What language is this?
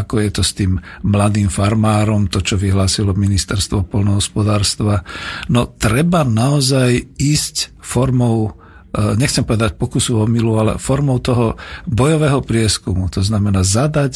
Slovak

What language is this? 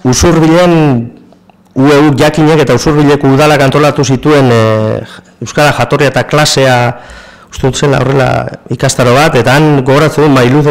Basque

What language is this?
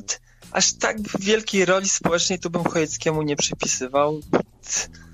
Polish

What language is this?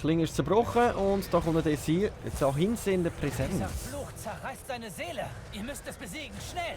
Swiss German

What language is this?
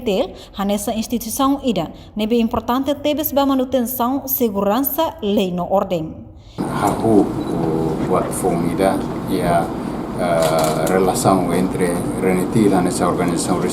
Tetum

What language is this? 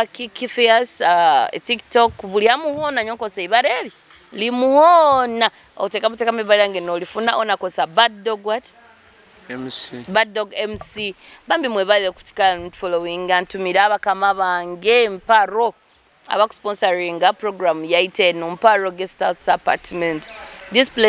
Nyoro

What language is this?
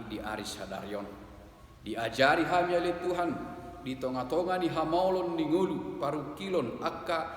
Batak Toba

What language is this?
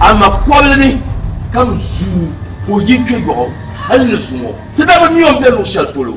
Dagbani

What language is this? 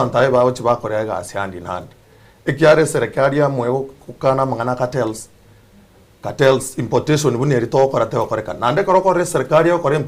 Gusii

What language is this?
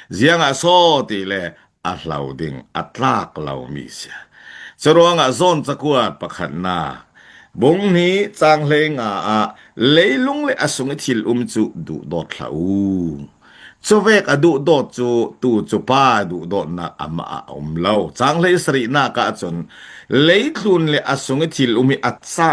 Falam Chin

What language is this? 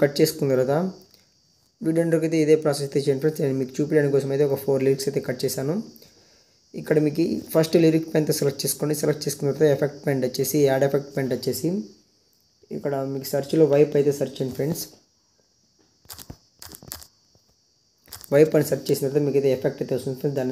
Telugu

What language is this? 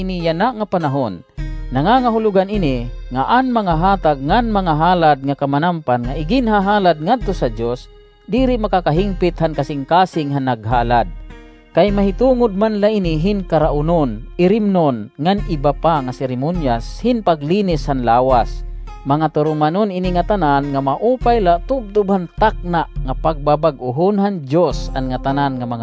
Waray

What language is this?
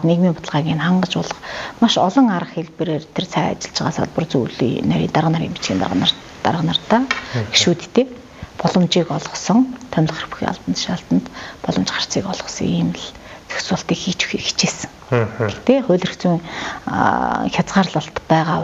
Mongolian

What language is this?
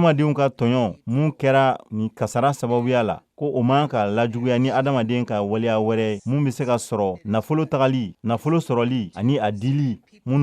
Bambara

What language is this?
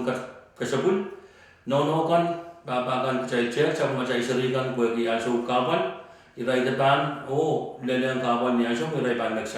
Pohnpeian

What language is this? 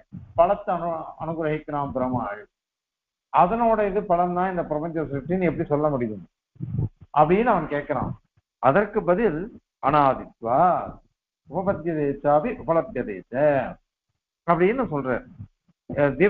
Tamil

